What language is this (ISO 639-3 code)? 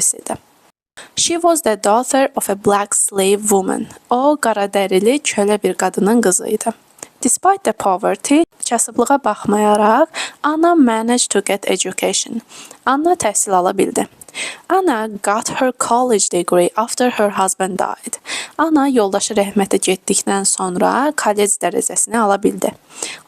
aze